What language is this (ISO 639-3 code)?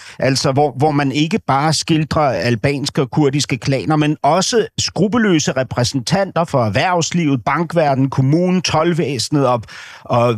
dan